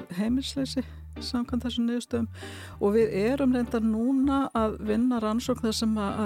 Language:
Icelandic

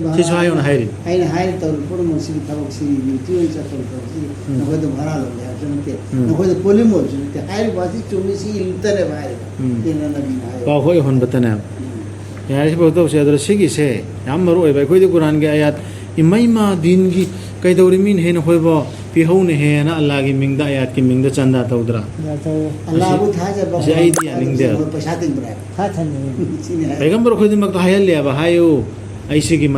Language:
Manipuri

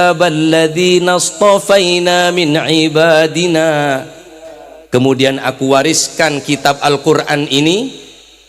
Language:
Madurese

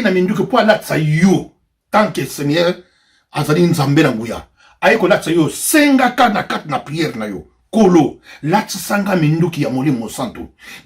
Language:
Lingala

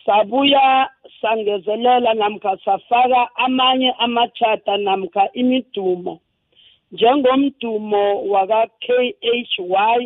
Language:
South Ndebele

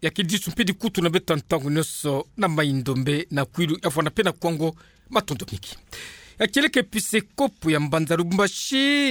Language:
Kituba (Democratic Republic of Congo)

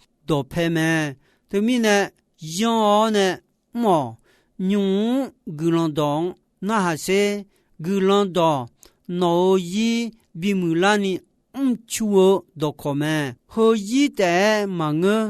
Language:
Akha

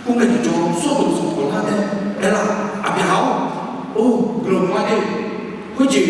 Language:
Akha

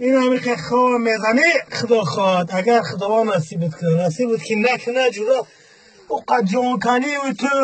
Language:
Tajik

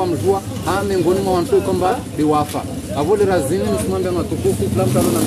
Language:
Ngazidja Comorian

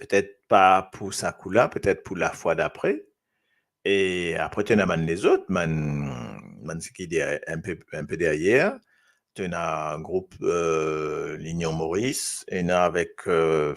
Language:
Morisyen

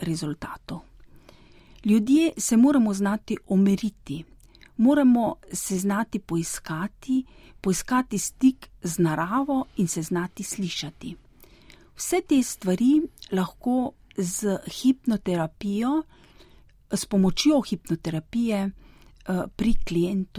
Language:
Slovenian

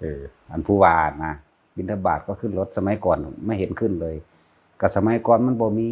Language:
Northeastern Thai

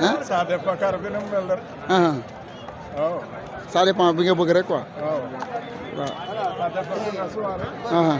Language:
Wolof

